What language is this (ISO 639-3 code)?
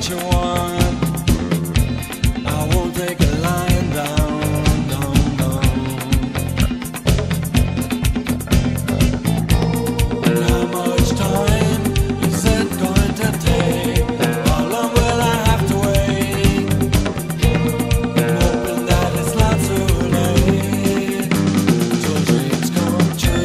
eng